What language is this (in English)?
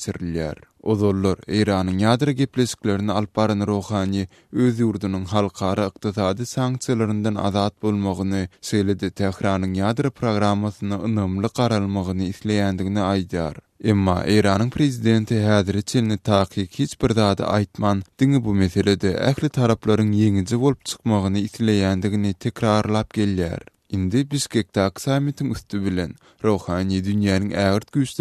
Turkmen